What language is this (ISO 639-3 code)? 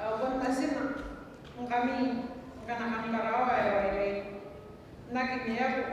gil